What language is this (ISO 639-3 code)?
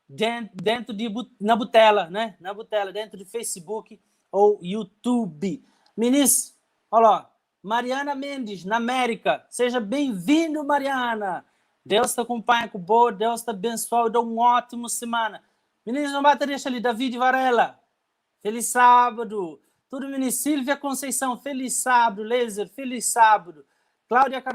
kea